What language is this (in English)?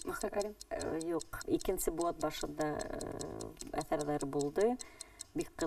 Bashkir